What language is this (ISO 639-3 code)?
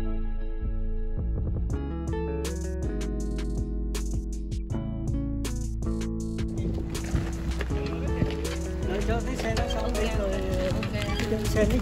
vie